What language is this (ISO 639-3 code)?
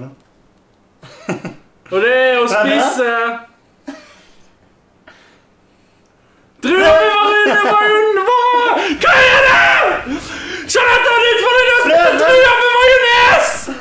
nor